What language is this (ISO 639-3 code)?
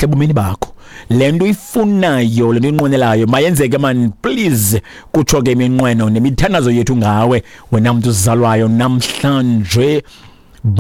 xho